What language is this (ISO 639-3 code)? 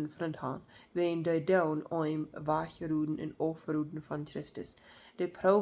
pdt